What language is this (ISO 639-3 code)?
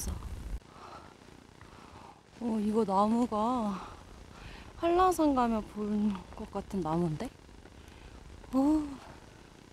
kor